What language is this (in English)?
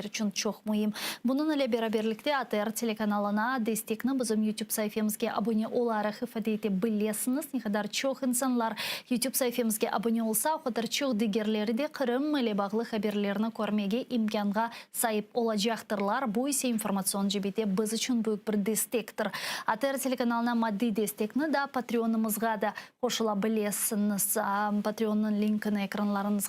Crimean Tatar